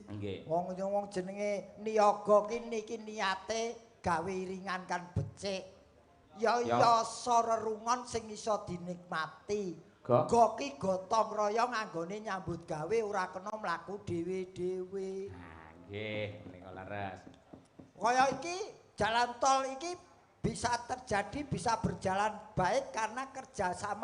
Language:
Javanese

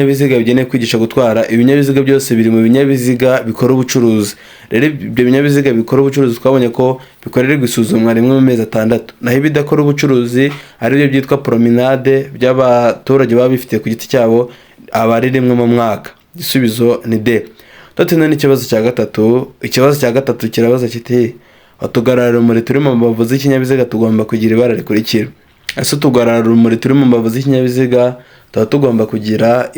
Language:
Kinyarwanda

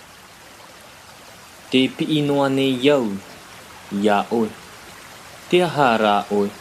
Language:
Tahitian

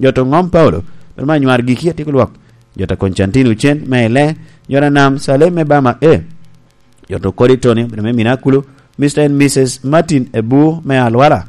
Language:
Lango (Uganda)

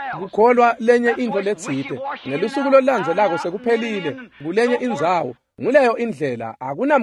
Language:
Swati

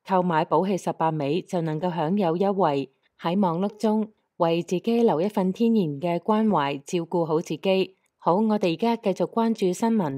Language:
Cantonese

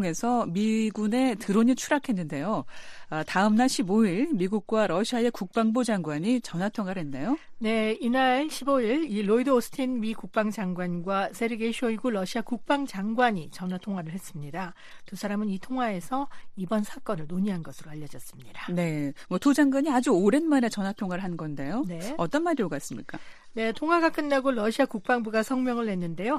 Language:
Korean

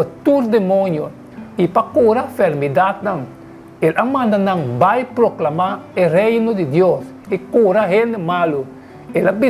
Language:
Papiamento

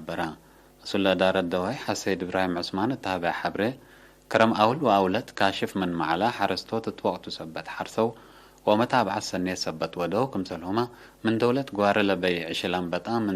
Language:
Tigre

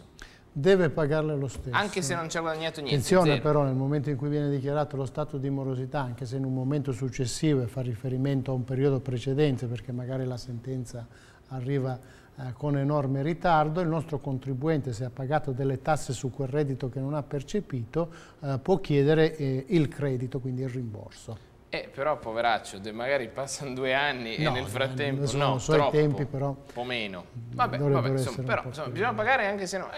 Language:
Italian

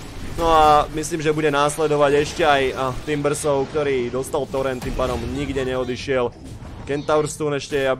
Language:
Slovak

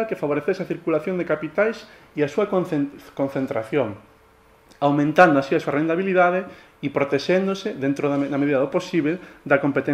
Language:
Galician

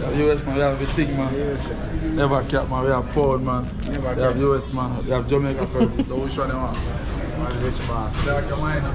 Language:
Jamaican Creole English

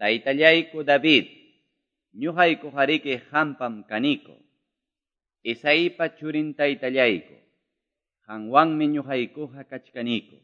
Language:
Quechua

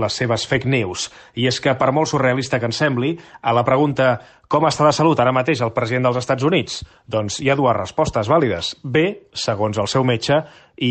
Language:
Catalan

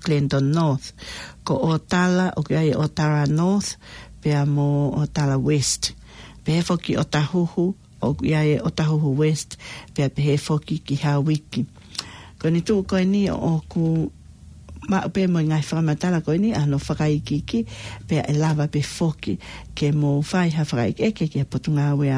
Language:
Tongan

